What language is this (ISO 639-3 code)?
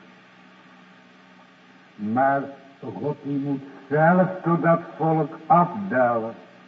nld